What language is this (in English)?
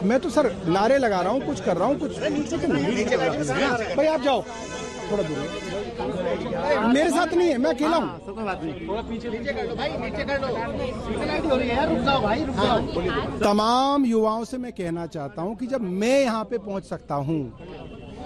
Hindi